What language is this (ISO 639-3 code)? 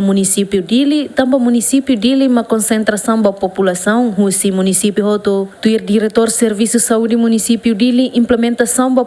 tet